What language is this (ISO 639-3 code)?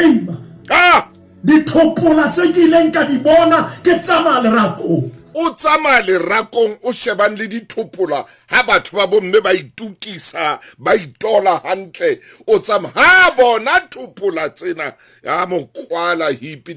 sot